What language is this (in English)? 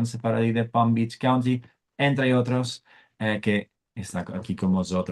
Ladino